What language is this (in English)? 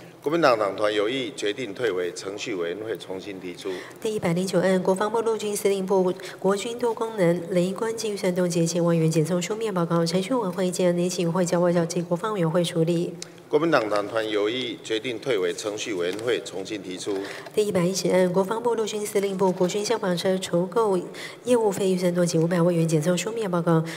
Chinese